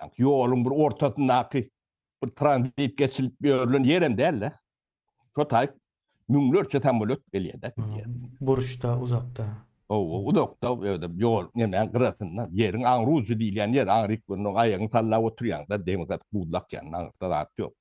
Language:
Turkmen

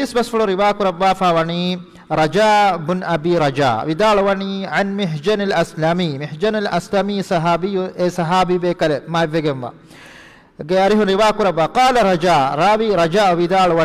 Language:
Divehi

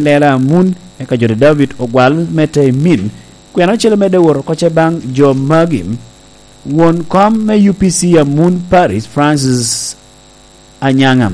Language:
Lango (Uganda)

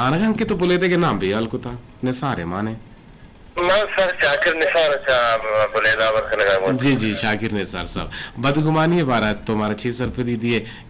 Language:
Eastern Balochi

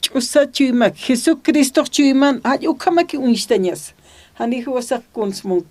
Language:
Aymara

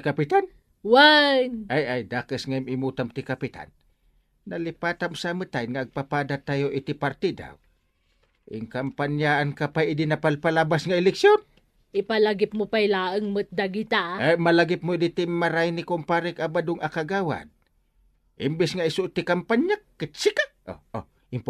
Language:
Iloko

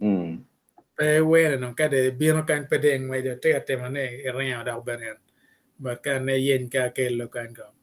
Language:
Acoli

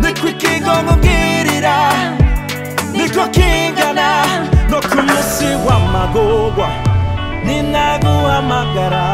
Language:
Rundi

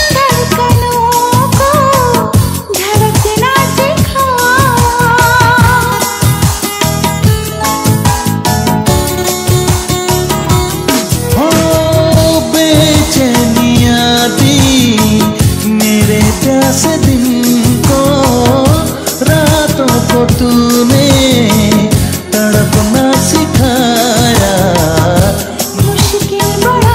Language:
Hindi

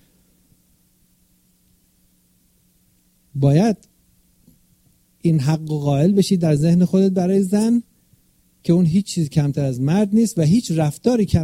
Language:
Persian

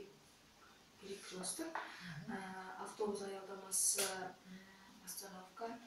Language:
Kazakh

